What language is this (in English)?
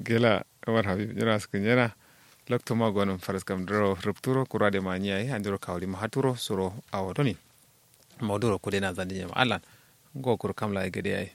Kanuri